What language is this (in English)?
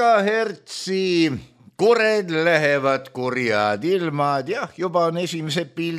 Estonian